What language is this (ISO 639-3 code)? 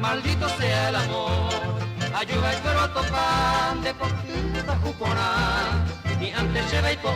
grn